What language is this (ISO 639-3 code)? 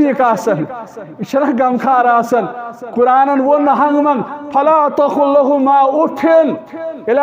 kas